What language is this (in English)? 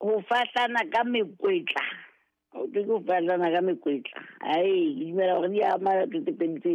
Southern Sotho